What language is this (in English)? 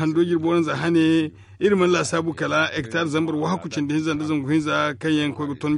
Zarma